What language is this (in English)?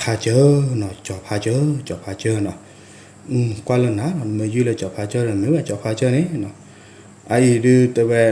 S'gaw Karen